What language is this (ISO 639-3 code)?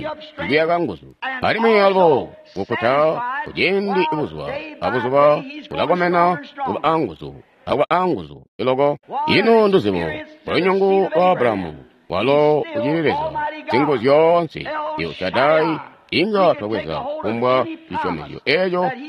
toi